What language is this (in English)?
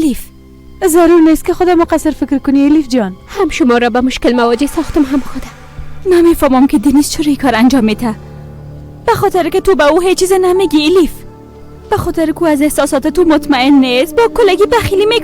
Persian